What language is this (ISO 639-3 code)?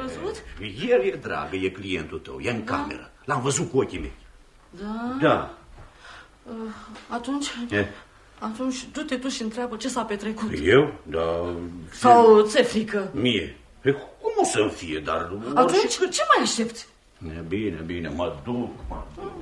ron